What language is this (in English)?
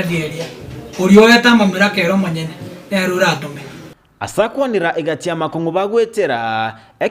Gusii